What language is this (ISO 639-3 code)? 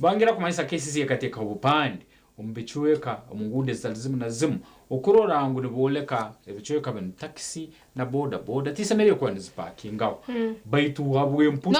nyn